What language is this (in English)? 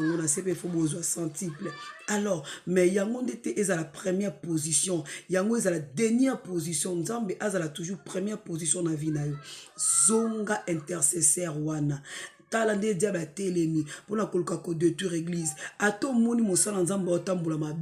Lingala